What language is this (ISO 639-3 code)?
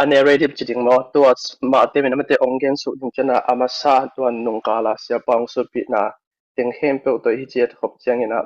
ctd